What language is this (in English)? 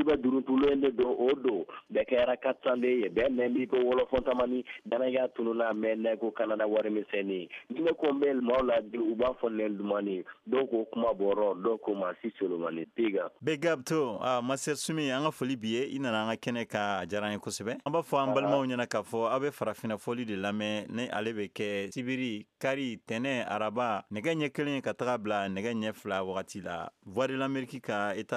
Bambara